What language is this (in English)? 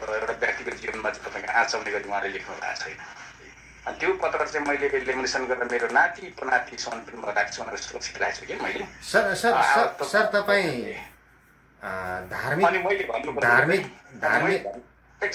Nepali